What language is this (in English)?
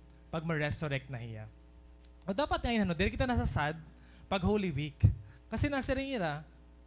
Waray